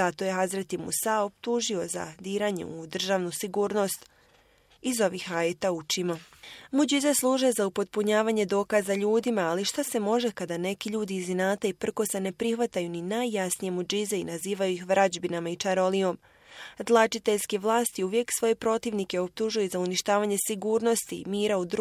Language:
Bosnian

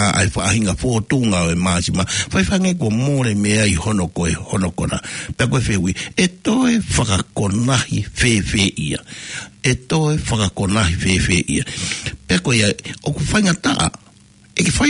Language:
Tongan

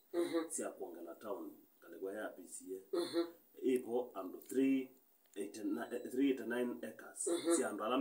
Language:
Kamba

